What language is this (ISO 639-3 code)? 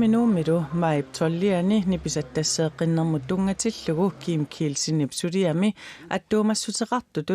kal